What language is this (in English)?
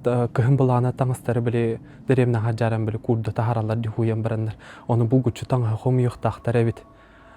Yakut